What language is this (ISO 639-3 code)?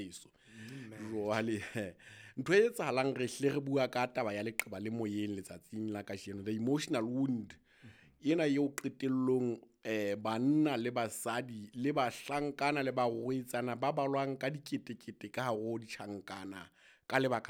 sot